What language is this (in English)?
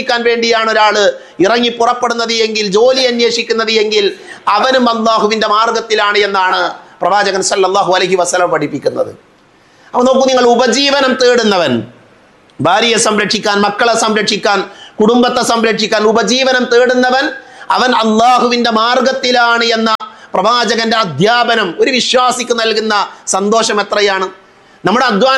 Malayalam